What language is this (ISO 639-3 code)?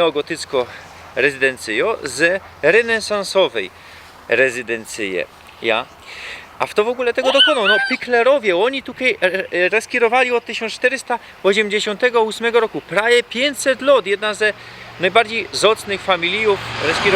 szl